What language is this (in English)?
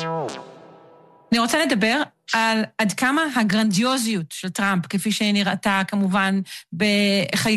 Hebrew